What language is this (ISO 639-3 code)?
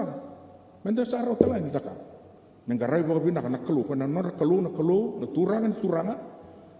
fij